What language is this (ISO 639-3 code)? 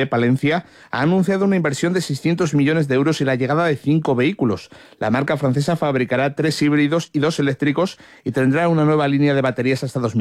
spa